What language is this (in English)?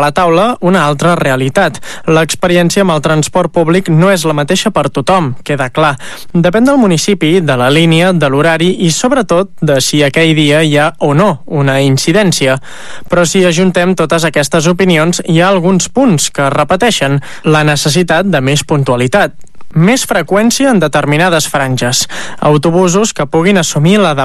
Catalan